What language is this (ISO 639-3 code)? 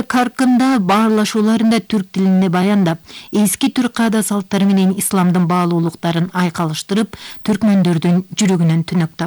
kir